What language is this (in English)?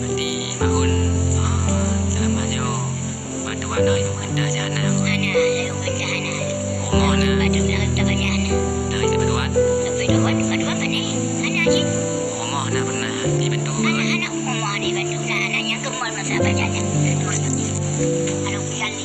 Achinese